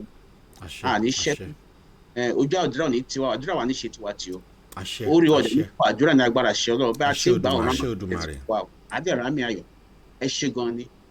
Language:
Yoruba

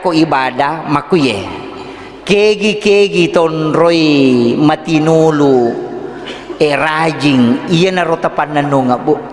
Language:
Buginese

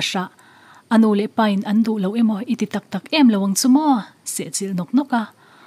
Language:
Mizo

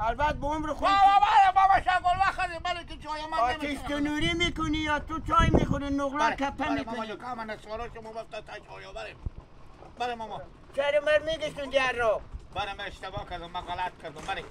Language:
Hazaragi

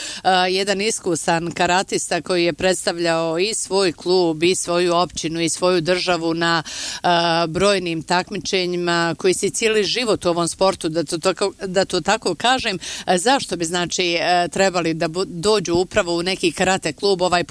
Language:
Bosnian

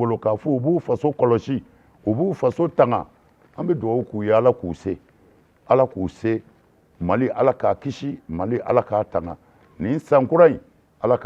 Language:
Bambara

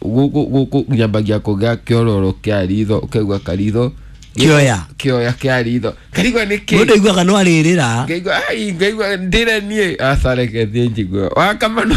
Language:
Kikuyu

